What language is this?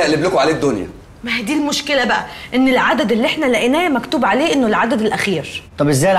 Egyptian Arabic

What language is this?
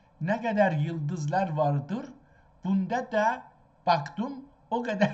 South Azerbaijani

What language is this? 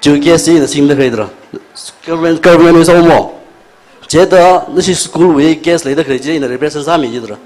Tangkhul Naga (India)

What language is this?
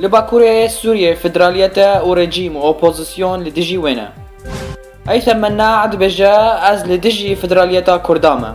Kurdish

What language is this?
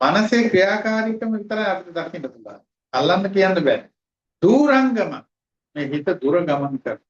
Sinhala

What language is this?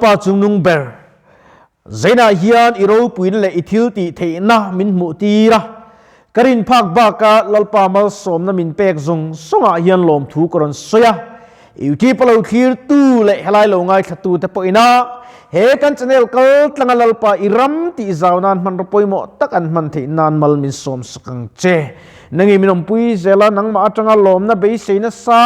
Mizo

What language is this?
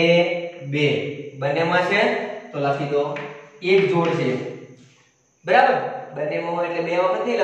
Gujarati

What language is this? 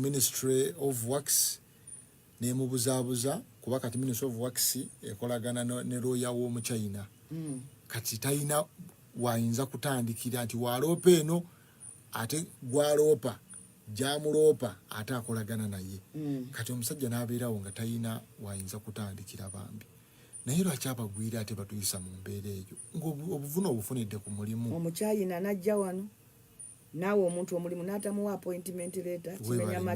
Ganda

